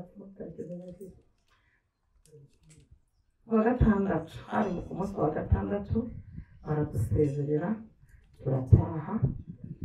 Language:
Kinyarwanda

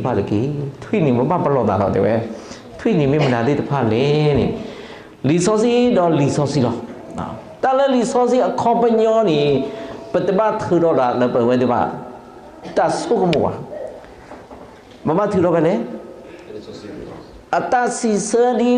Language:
S'gaw Karen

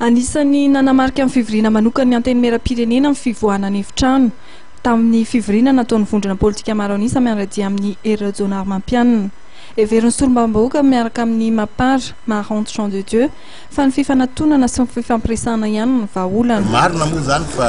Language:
Malagasy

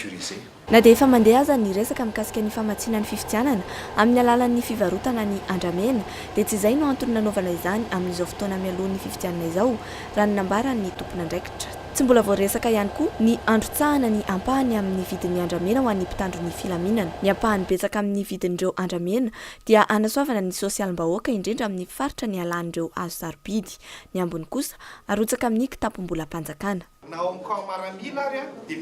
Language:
Malagasy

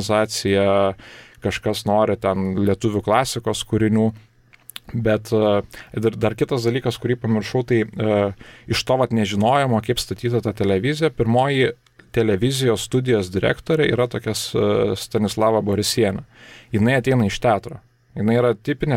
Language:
Lithuanian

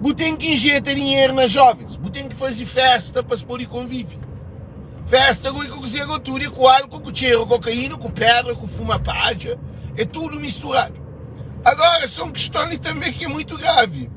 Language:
Kabuverdianu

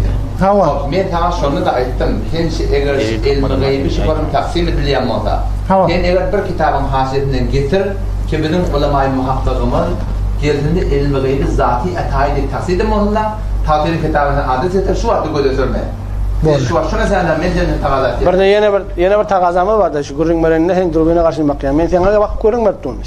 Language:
Turkmen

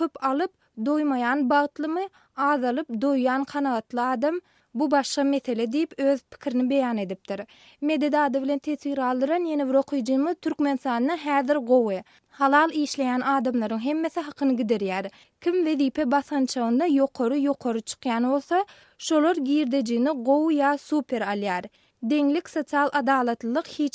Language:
Turkmen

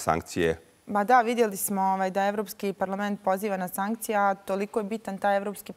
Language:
Bosnian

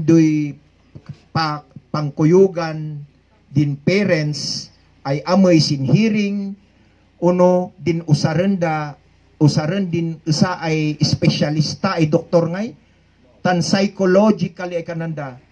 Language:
Kankanaey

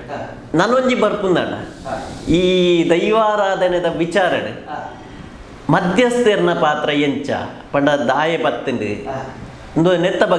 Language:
Tulu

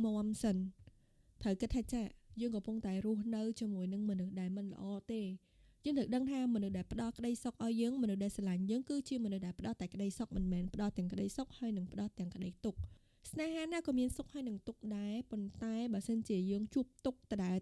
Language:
Khmer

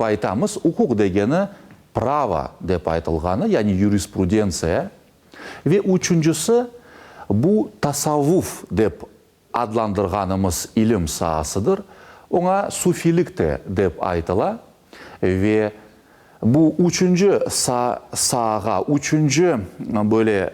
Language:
Crimean Tatar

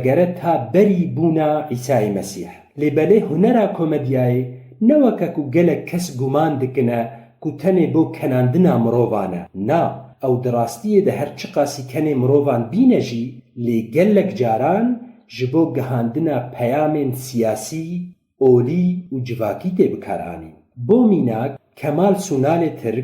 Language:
Kurdish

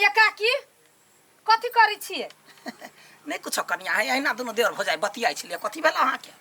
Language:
Maithili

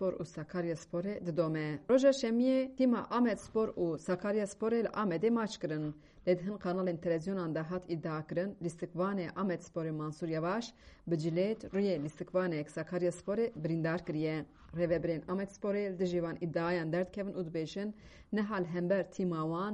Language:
Kurdish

